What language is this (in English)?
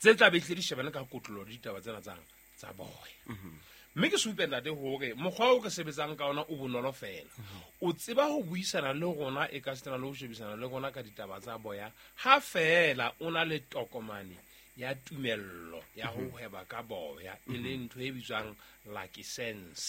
Southern Sotho